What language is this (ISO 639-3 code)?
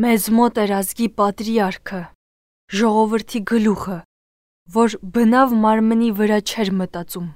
hye